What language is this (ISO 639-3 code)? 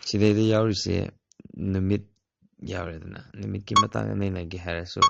mni